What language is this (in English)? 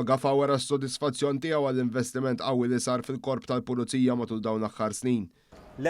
Maltese